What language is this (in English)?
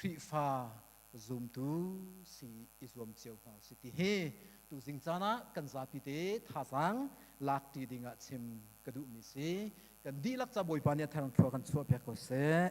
Hakha Chin